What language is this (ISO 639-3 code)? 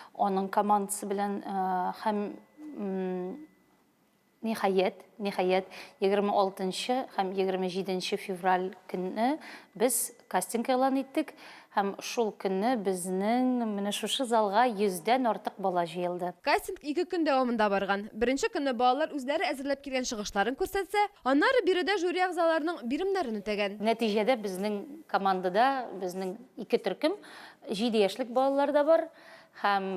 tat